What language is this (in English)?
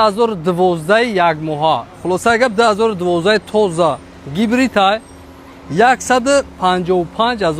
Tajik